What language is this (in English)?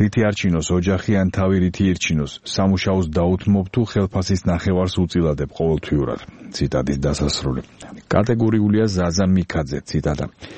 Georgian